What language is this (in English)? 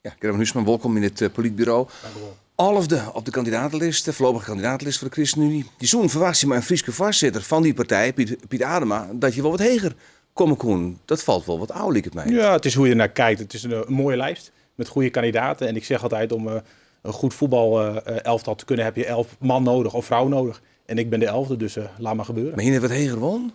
Western Frisian